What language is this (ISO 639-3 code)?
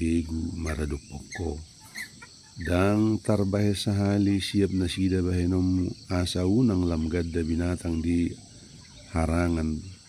bbc